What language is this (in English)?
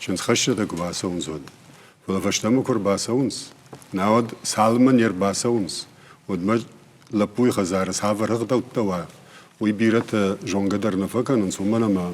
Ossetic